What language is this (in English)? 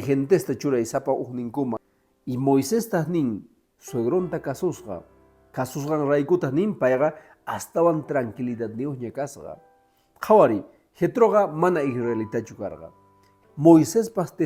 Quechua